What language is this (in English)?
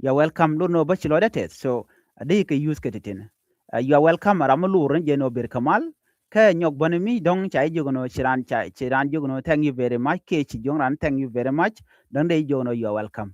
Nuer